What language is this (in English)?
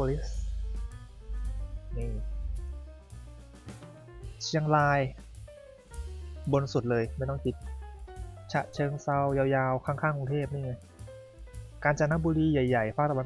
Thai